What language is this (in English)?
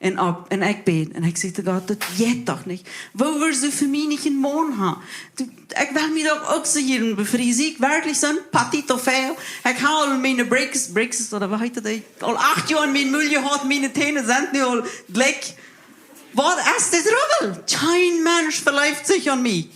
Plautdietsch